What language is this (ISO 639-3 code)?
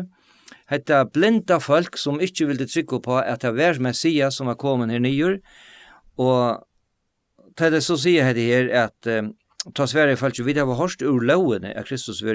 fao